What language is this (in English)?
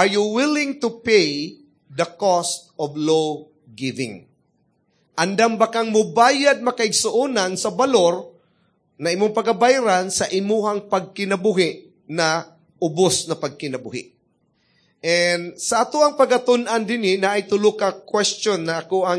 Cebuano